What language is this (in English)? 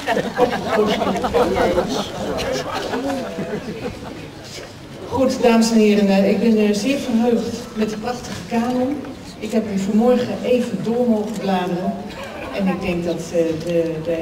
Dutch